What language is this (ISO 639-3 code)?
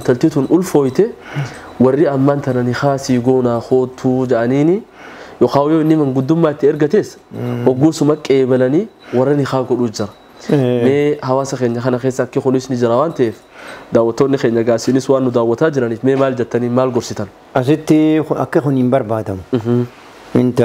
orm